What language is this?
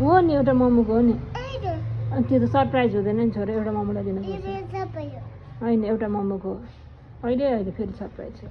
Nepali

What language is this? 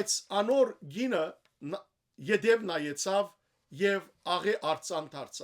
Western Armenian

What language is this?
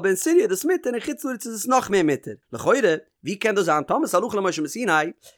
Yiddish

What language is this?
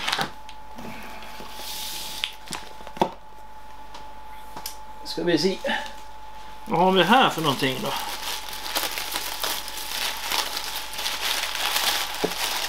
Swedish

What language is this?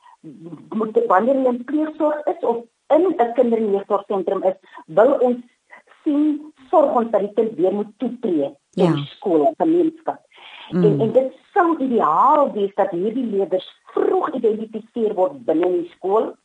Afrikaans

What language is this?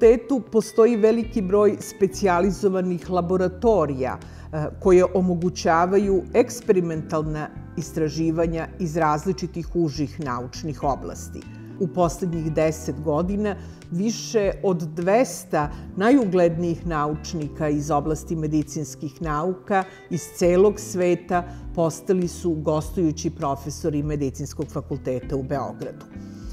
Serbian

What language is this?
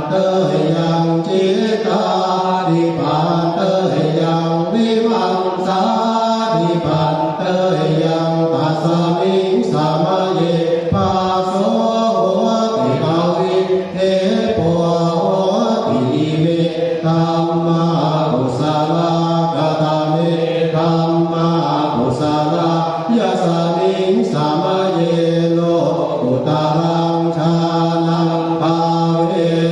Pali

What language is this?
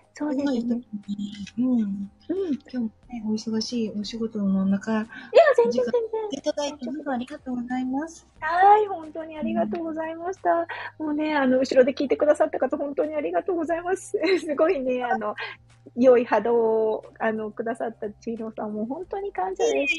Japanese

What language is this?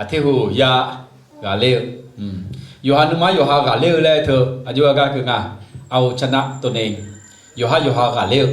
Akha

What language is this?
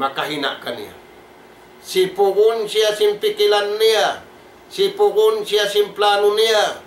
Tausug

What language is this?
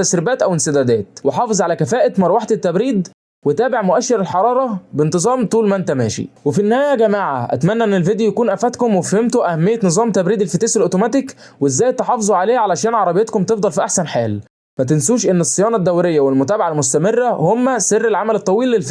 Egyptian Arabic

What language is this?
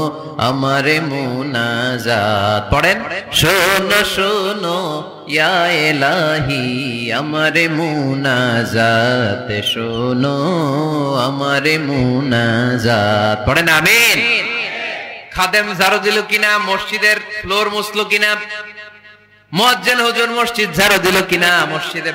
Bangla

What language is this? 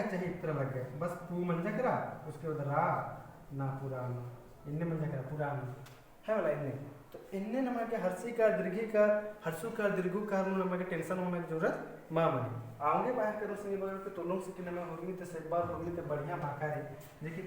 Kurukh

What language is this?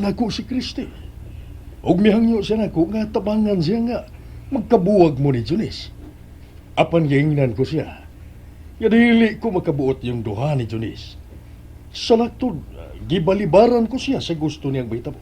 Cebuano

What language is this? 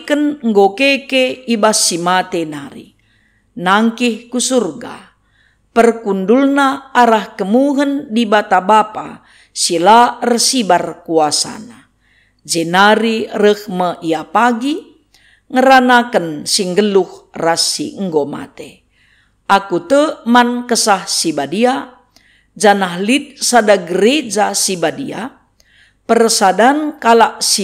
Batak Karo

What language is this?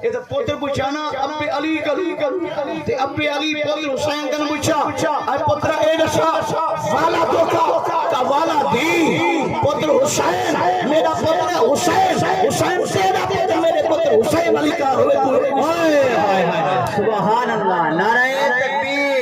Saraiki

